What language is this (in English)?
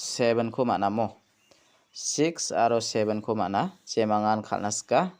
Garo